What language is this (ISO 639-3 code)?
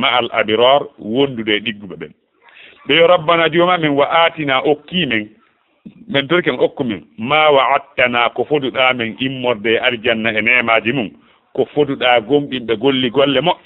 ful